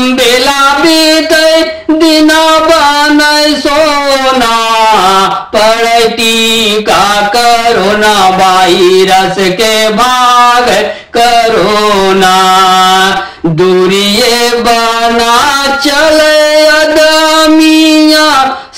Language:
Bhojpuri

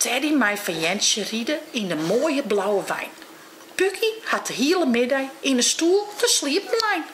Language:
Western Frisian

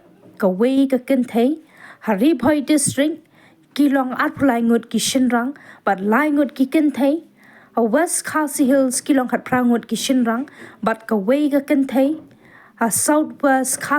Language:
Khasi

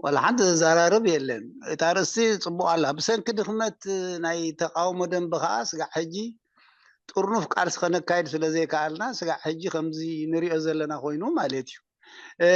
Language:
Tigrinya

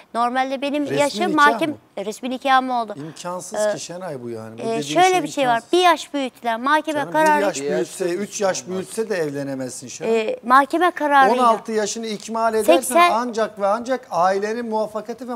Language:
Turkish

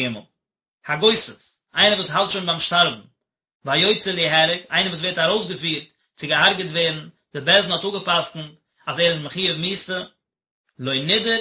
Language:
Yiddish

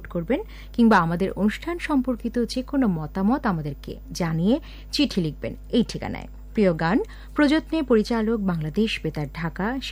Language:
Bangla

